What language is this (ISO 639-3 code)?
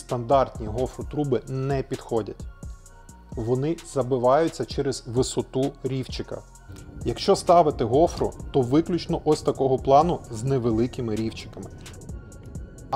ukr